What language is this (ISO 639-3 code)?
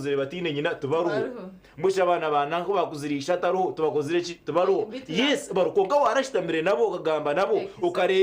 nyn